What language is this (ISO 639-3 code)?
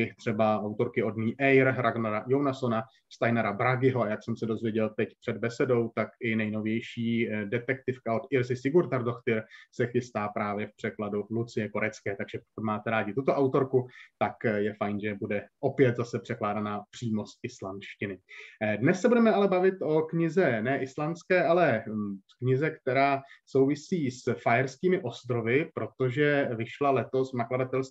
ces